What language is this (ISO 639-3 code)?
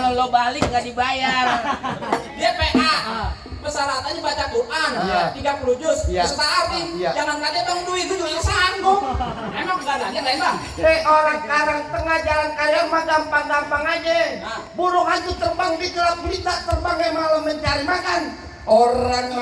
bew